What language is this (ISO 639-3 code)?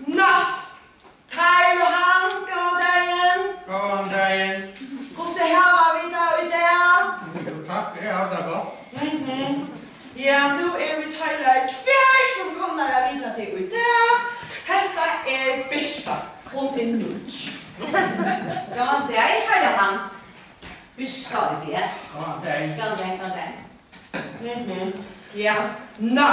fao